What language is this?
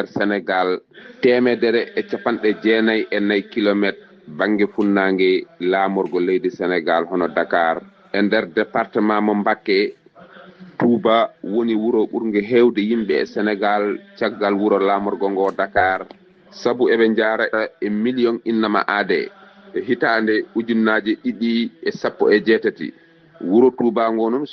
Fula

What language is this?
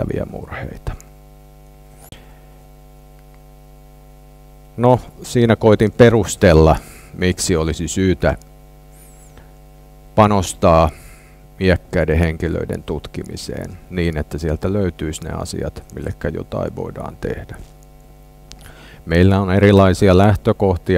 Finnish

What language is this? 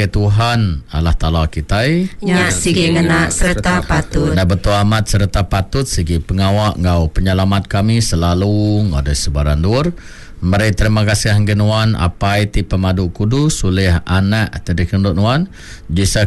Iban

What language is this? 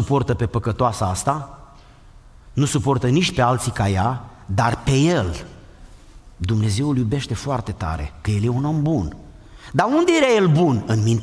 Romanian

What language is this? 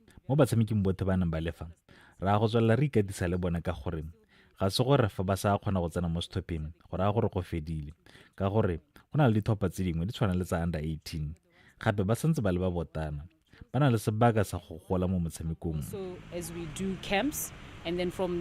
Tswana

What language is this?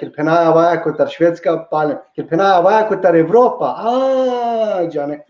Balkan Romani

